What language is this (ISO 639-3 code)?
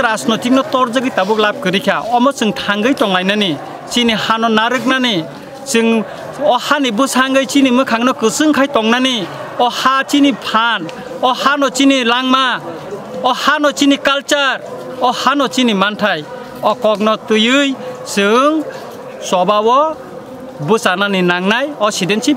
trp